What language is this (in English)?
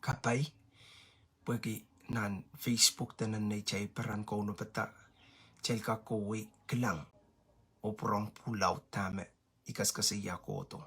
Pohnpeian